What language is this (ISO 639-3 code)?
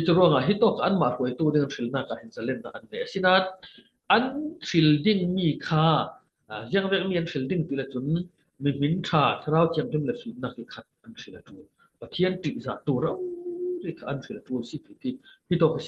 cfm